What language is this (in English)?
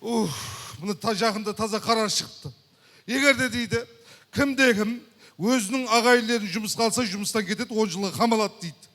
Kara-Kalpak